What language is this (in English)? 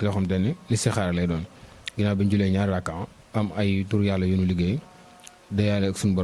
Wolof